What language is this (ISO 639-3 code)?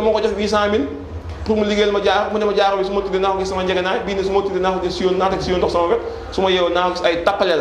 wol